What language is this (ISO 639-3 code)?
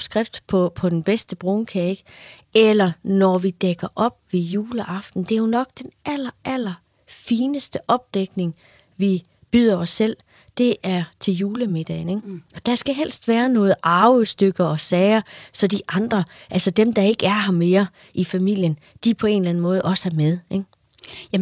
dan